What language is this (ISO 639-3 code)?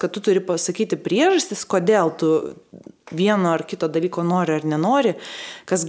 lit